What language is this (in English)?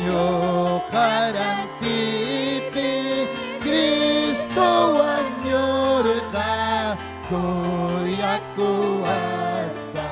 Ayacucho Quechua